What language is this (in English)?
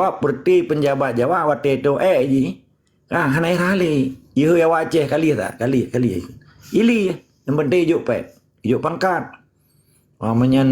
Achinese